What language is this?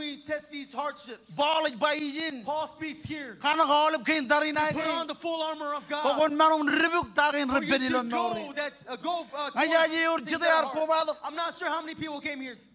Marshallese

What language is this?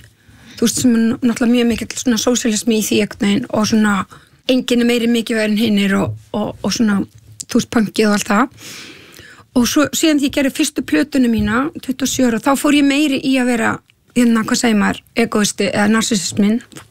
Icelandic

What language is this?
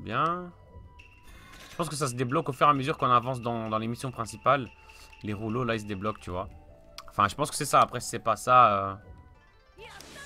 French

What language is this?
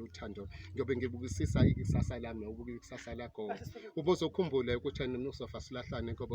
Zulu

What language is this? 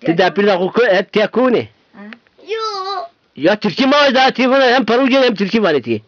Zaza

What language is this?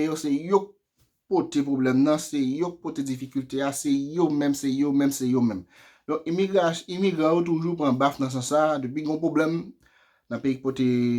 Haitian Creole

